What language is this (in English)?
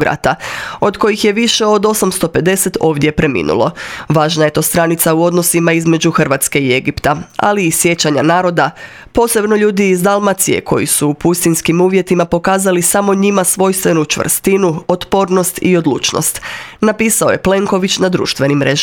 Croatian